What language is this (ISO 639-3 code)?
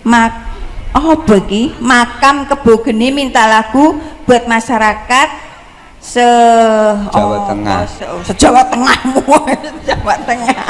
jav